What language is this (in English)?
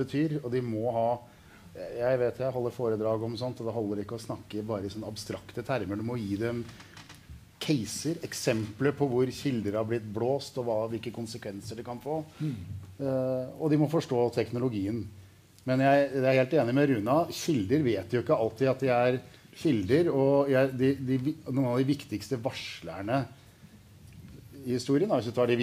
Norwegian